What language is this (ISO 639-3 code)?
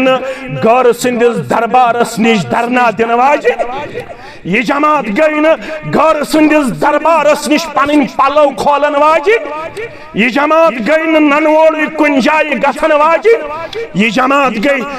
kas